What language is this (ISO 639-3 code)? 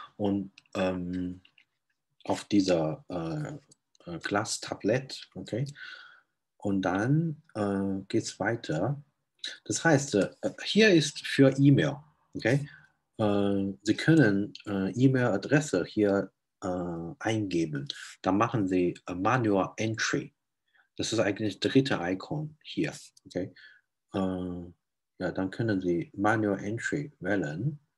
deu